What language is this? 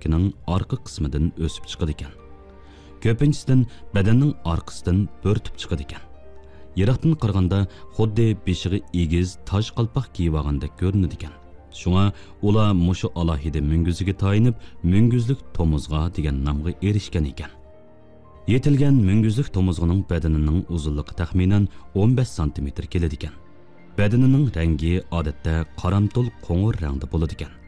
Uyghur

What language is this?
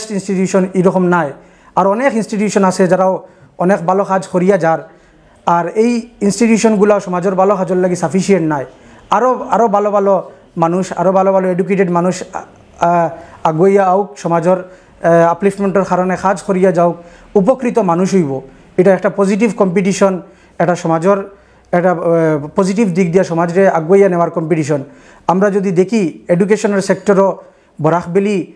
Sylheti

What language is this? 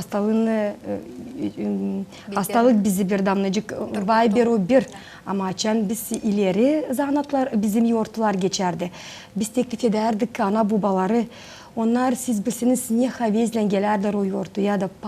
Gagauz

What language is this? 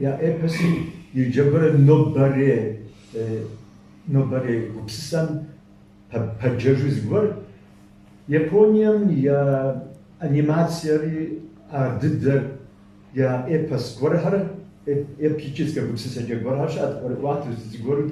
Kabardian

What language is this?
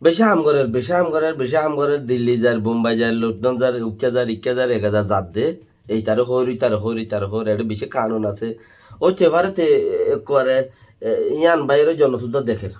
Rohingya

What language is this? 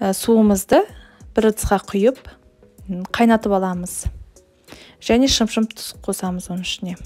Kazakh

